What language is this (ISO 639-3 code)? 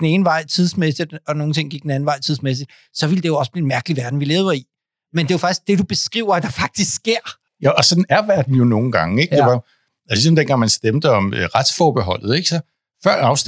dan